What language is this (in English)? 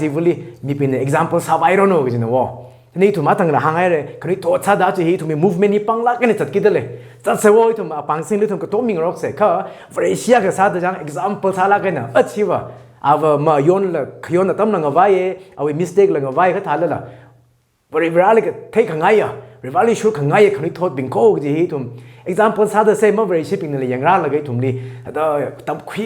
Tangkhul Naga (India)